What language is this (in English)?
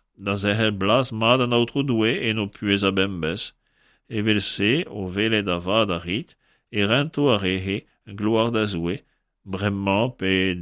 Breton